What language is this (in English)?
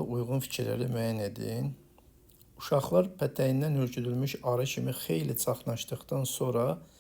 Azerbaijani